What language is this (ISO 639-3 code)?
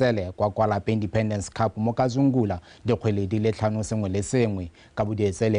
tsn